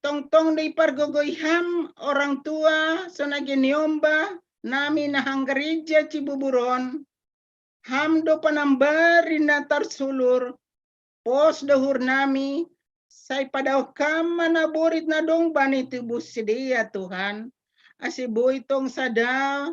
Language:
Batak Simalungun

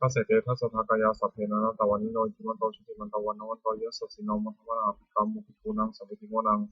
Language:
Pali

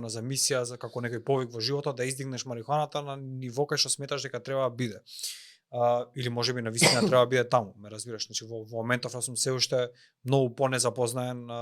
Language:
Macedonian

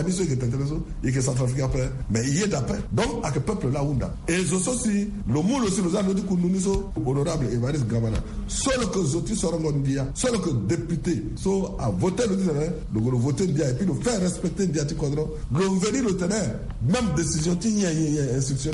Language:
Sango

